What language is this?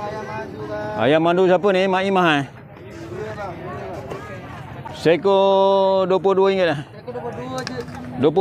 Malay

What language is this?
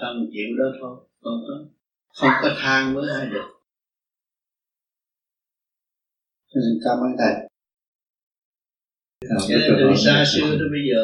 Vietnamese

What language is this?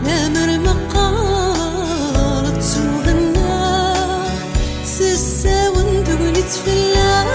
Kabyle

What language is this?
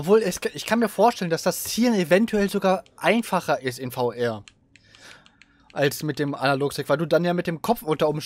German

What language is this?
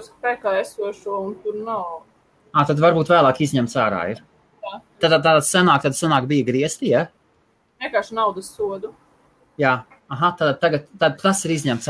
Latvian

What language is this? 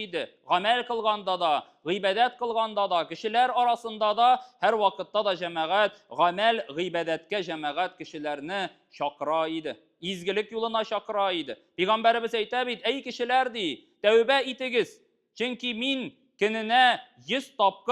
Tatar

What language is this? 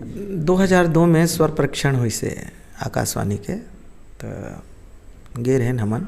Chhattisgarhi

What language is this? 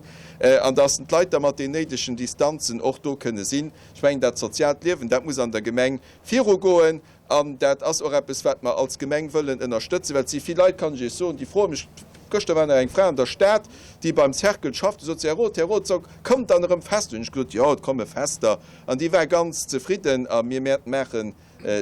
Luxembourgish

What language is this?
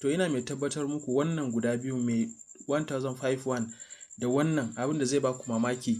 Hausa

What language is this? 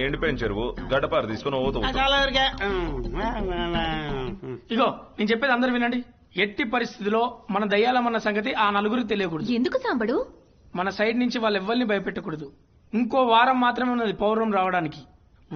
Telugu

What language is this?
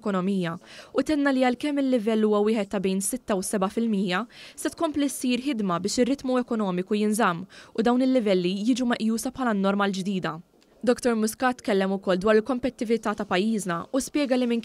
Maltese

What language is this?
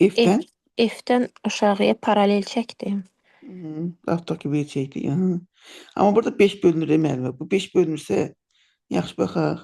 Azerbaijani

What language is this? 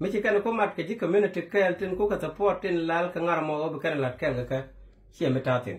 Nuer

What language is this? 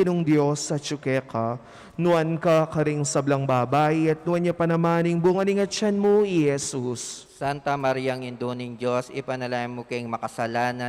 Pampanga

